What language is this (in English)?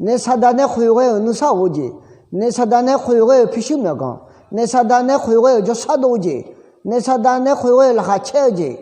Akha